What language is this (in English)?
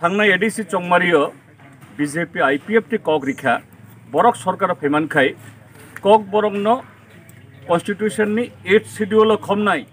Kok Borok